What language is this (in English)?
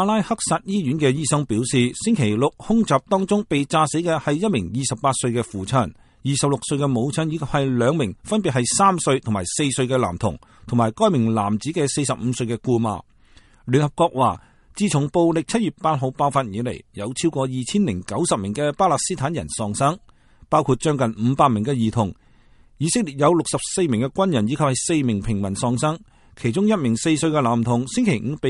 Cantonese